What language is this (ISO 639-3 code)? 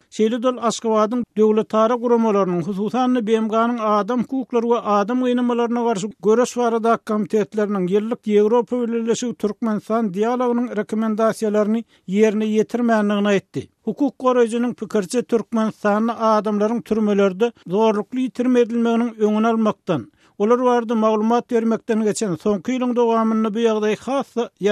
tuk